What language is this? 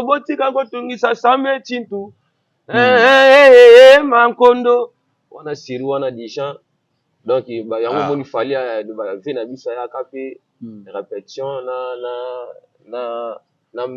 Lingala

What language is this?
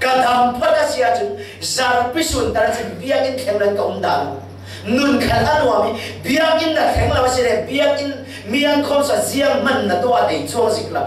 Falam Chin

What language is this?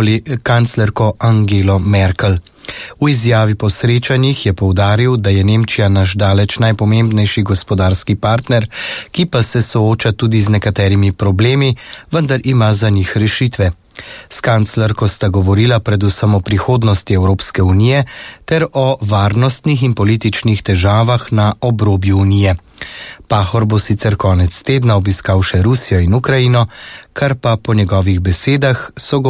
Slovenian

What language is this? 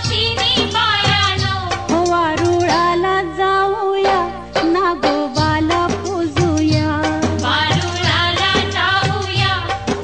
Marathi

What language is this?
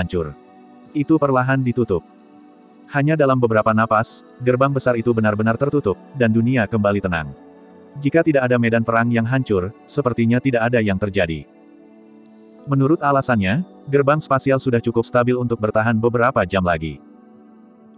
Indonesian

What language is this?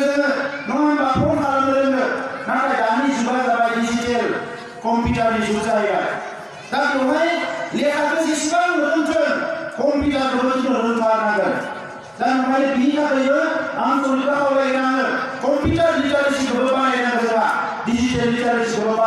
Bodo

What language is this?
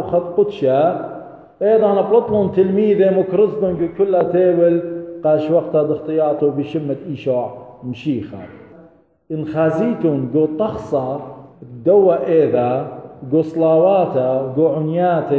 Assyrian Neo-Aramaic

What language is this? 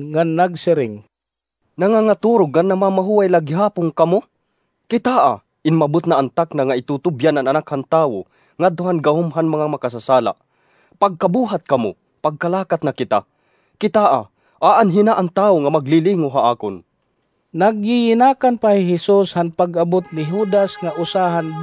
Waray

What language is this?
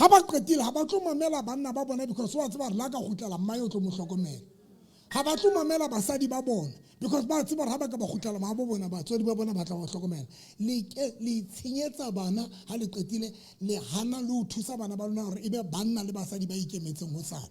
Southern Sotho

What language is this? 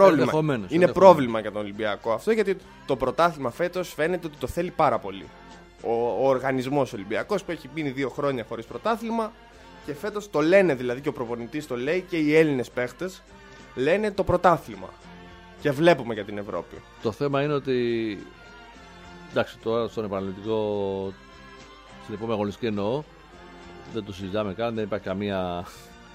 Greek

